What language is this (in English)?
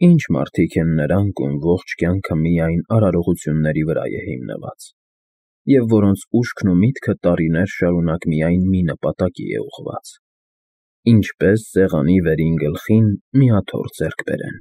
Armenian